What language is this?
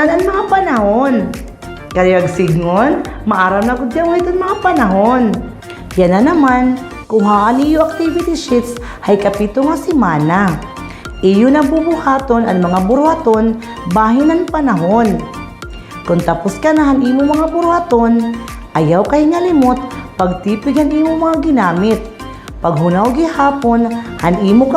Waray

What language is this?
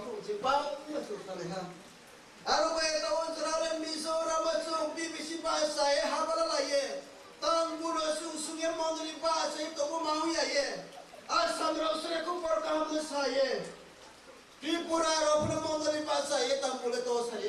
Riang (India)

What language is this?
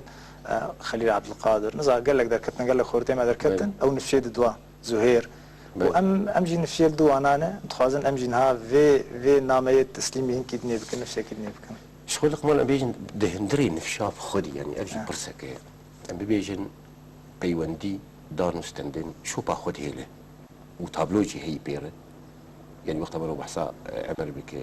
Kurdish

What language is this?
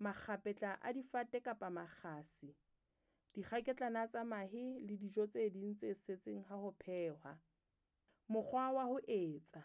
Southern Sotho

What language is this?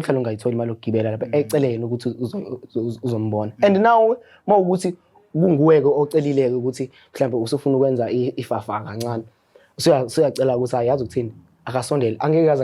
Zulu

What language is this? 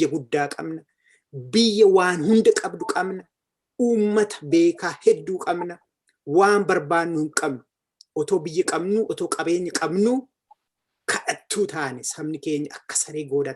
Oromo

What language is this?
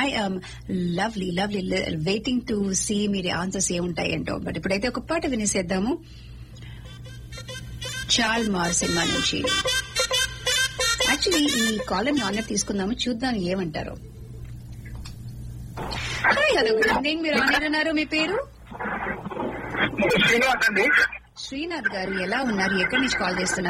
Telugu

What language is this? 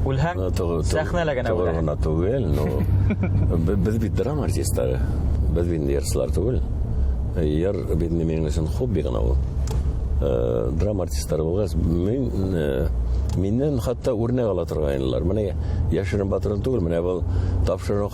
Bashkir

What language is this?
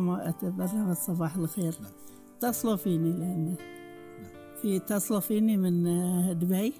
Gulf Arabic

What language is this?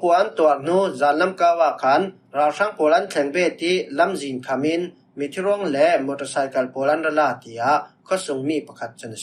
Falam Chin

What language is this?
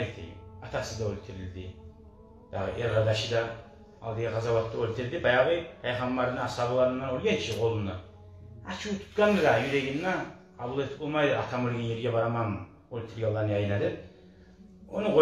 Kumyk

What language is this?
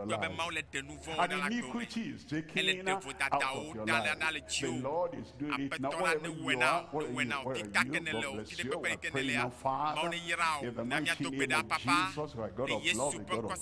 Ewe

